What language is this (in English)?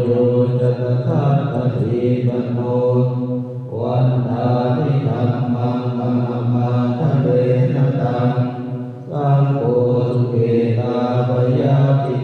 Pali